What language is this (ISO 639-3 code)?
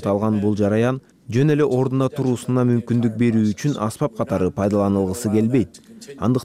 kir